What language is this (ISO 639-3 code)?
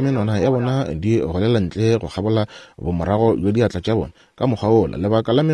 nso